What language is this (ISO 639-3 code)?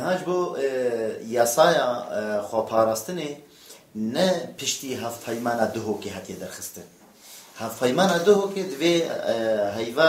kur